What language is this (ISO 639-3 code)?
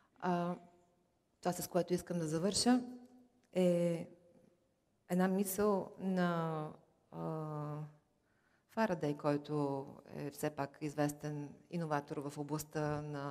bul